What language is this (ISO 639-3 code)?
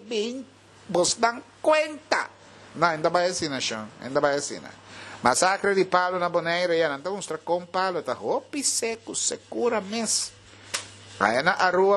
pap